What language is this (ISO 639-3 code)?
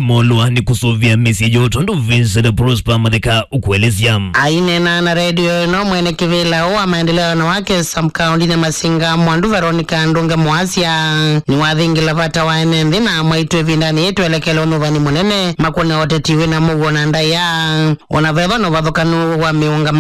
kam